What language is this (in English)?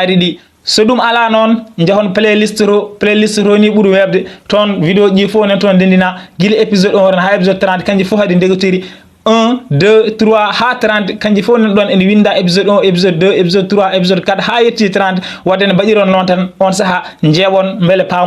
Fula